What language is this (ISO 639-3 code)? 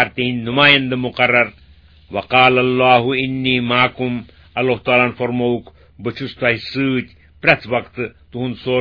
kas